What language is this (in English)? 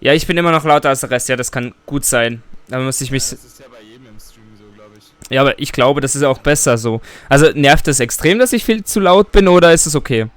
Swiss German